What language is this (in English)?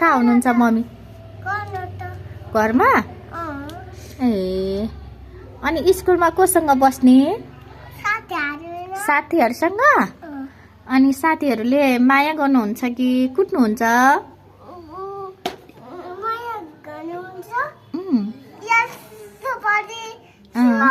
Nepali